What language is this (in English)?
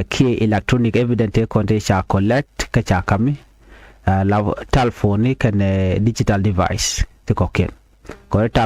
Nuer